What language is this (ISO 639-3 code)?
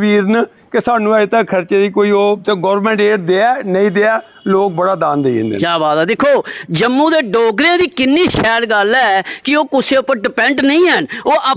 doi